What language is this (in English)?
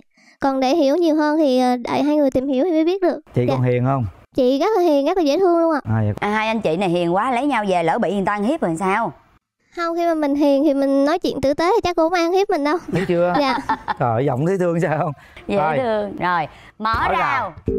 Vietnamese